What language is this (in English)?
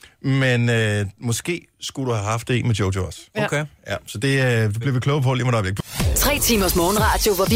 Danish